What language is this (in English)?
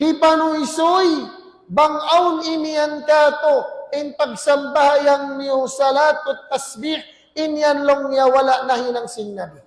Tausug